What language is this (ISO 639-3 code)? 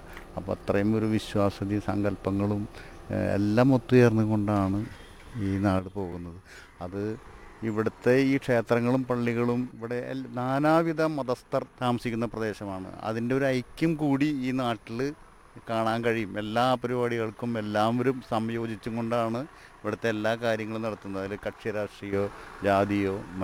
mal